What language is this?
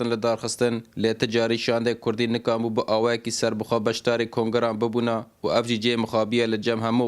Kurdish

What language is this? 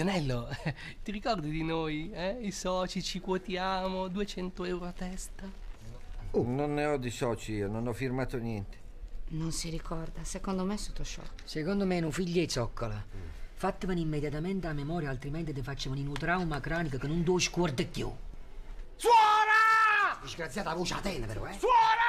Italian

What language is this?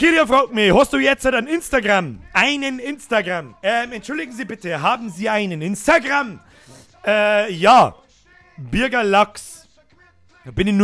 Bavarian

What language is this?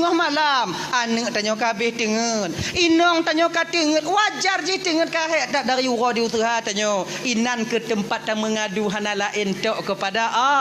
Achinese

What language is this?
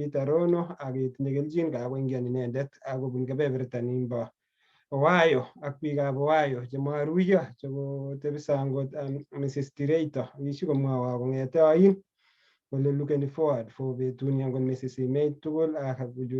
Kalenjin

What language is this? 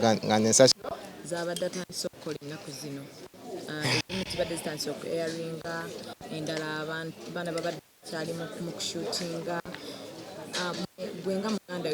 Ganda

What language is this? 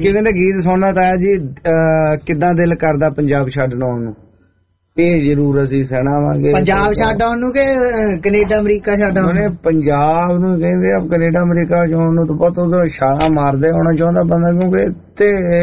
Punjabi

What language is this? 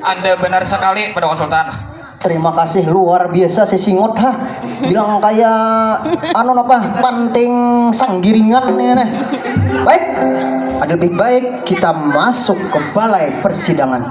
Banjar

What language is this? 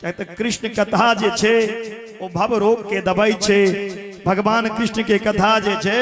Maithili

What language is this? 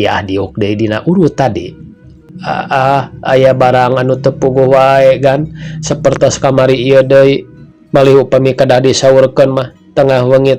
Sundanese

